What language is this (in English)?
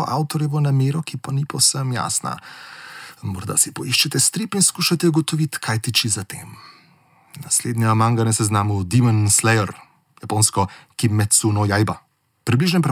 Slovenian